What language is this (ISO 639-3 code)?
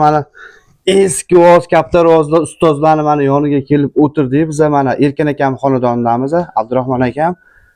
uzb